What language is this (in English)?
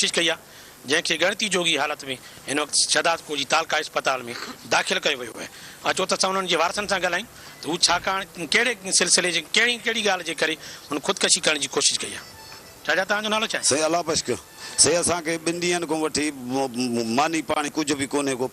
Sindhi